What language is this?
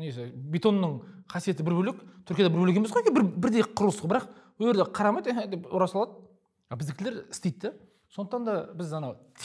Kazakh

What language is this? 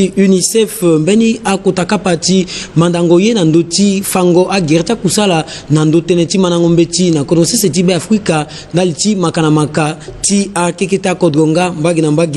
Sango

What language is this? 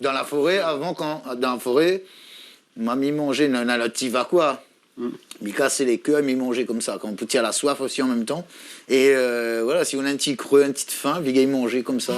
Réunion Creole French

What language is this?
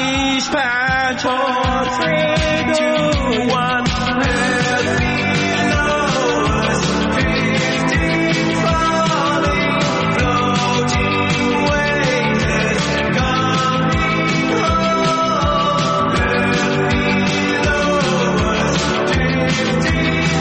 Persian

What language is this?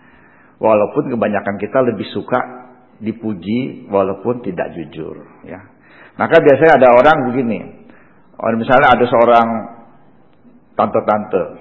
Indonesian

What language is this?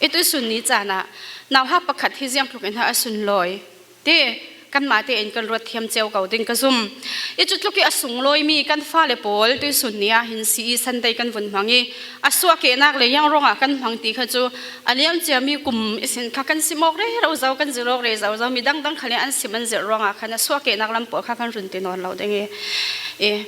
Falam Chin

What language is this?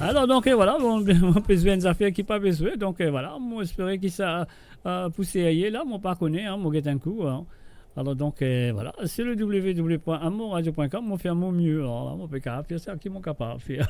Morisyen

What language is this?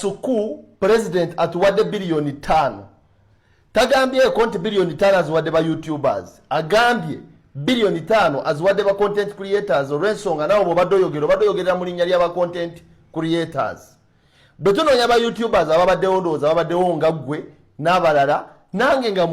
Ganda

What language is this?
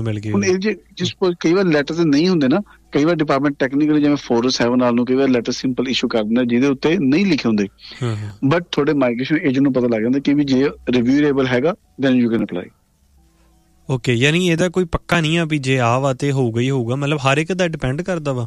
Punjabi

